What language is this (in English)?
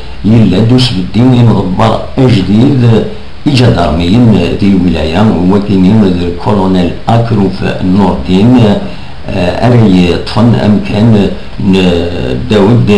Kabyle